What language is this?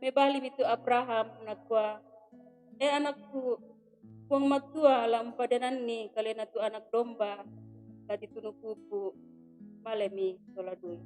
Toraja-Sa'dan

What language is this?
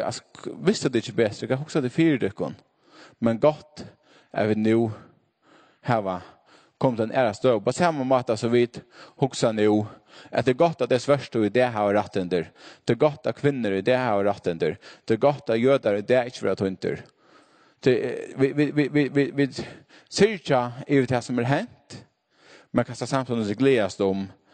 Faroese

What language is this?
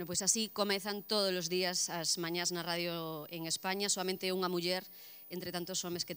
Galician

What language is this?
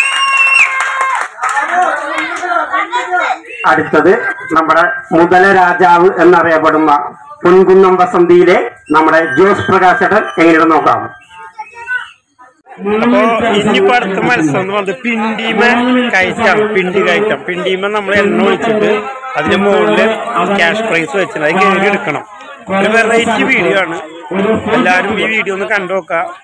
Malayalam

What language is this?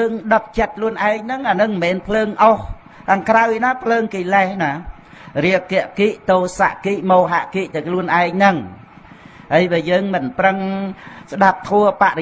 Khmer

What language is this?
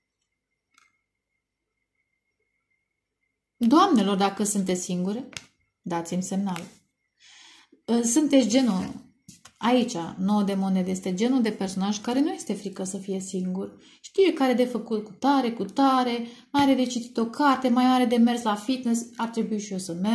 Romanian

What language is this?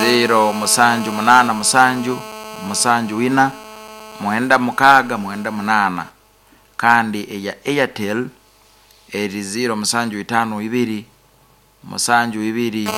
Nyankole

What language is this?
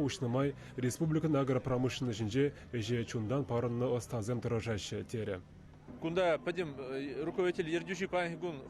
Chuvash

